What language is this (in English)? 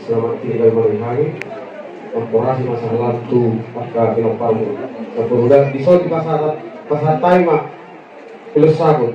Batak Toba